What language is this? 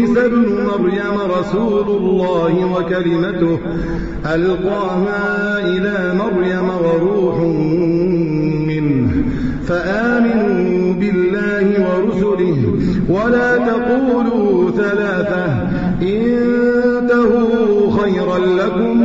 Arabic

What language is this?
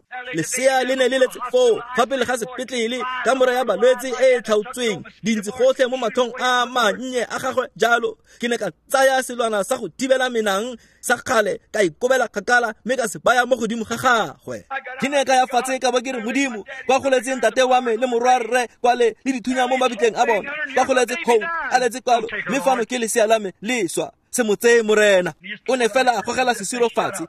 Tswana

